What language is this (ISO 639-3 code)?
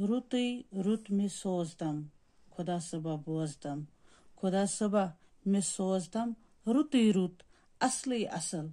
kas